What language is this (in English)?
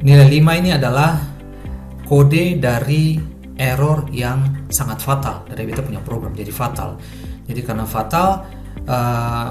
Ambonese Malay